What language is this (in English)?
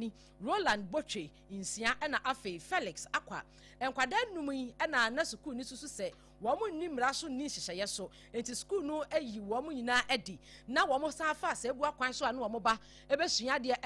Akan